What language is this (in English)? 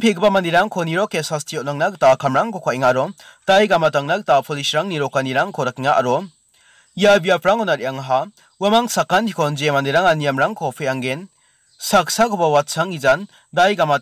Garo